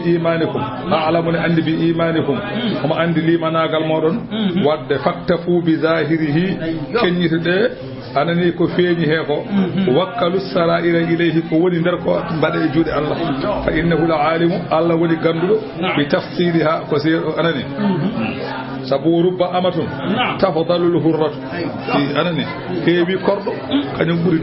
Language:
Fula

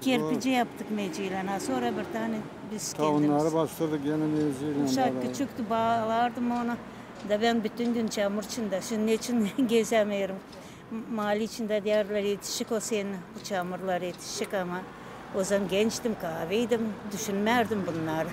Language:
Gagauz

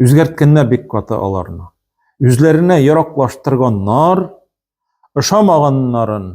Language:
Tatar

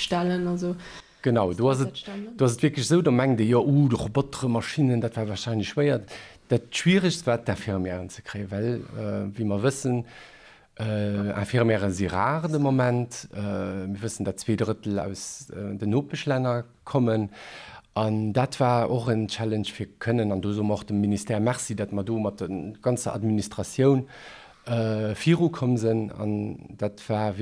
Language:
Luxembourgish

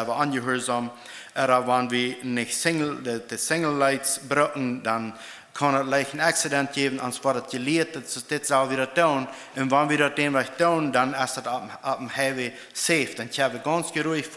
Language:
Plautdietsch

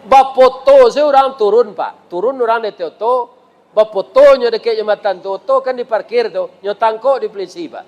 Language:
Minangkabau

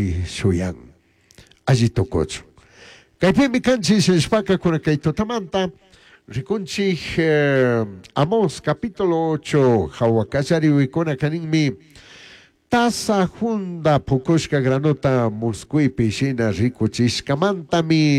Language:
Chimborazo Highland Quichua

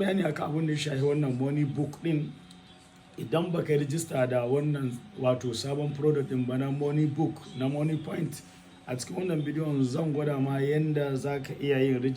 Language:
Hausa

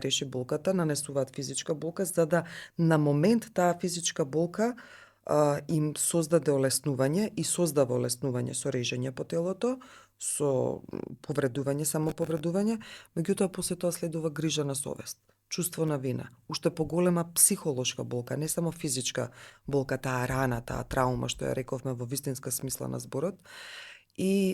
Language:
Macedonian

